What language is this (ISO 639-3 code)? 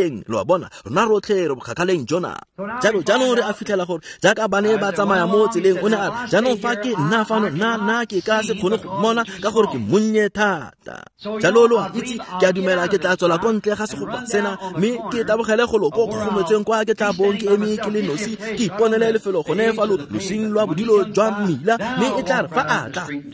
tsn